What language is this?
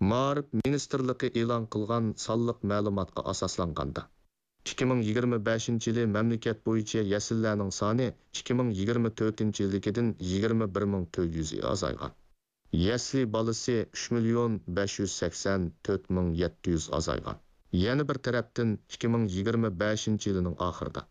Uyghur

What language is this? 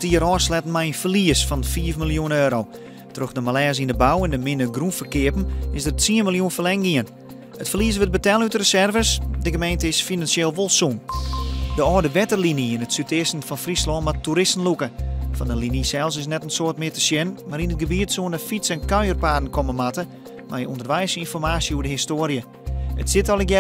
Western Frisian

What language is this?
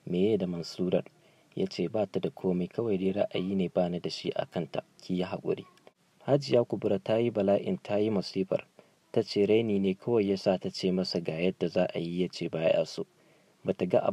Hausa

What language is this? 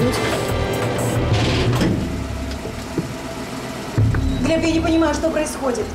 Russian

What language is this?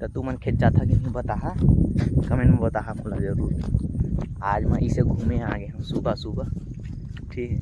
Chhattisgarhi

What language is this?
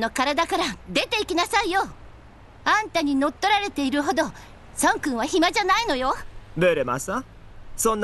Japanese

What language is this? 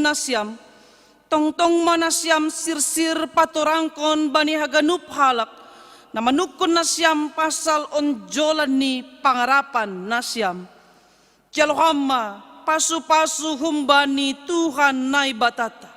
Batak Simalungun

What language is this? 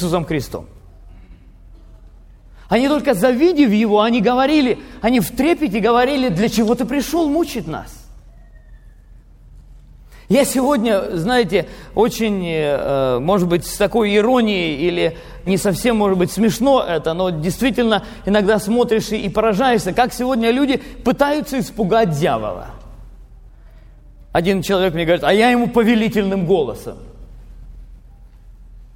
Russian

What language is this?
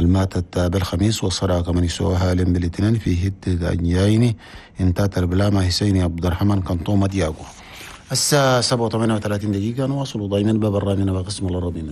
Chadian Arabic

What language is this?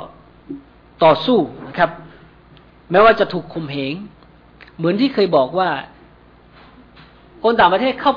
Thai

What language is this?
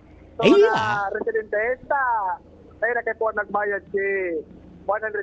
Bikol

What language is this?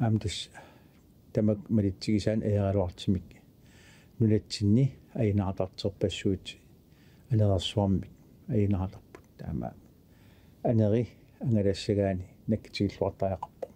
Kalaallisut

